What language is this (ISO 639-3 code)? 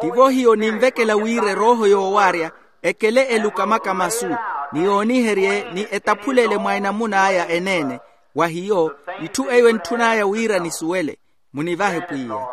vmw